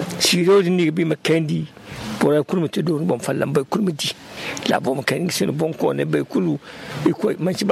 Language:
Zarma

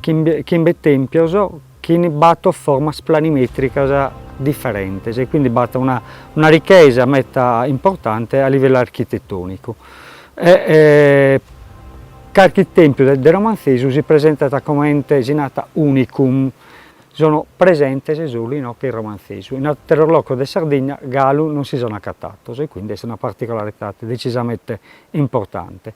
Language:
Sardinian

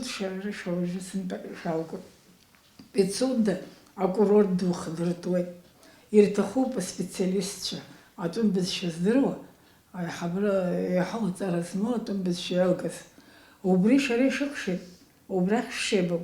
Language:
Abkhazian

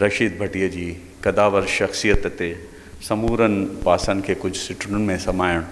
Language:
Sindhi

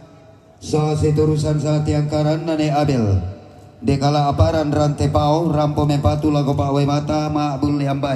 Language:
Toraja-Sa'dan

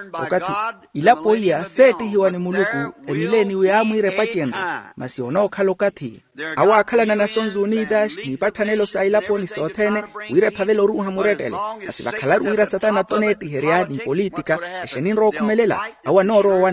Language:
Makhuwa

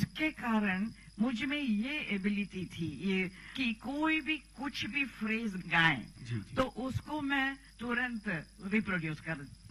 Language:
Hindi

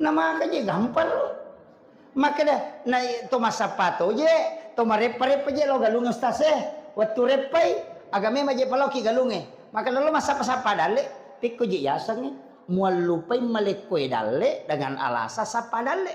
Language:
Buginese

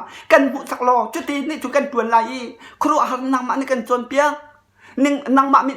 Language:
Hakha Chin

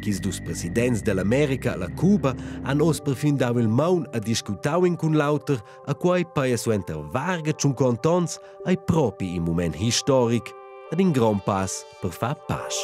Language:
Romansh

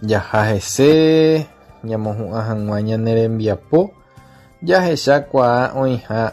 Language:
Guarani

